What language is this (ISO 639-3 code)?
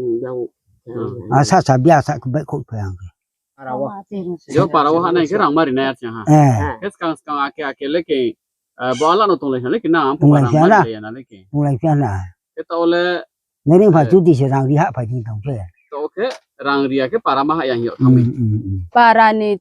ria